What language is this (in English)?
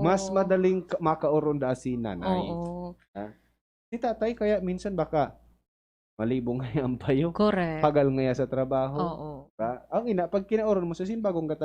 Bikol